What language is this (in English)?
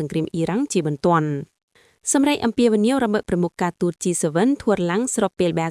Khmer